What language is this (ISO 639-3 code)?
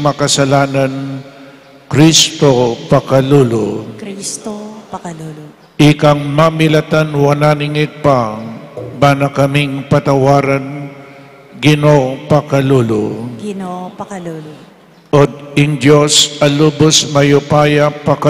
pam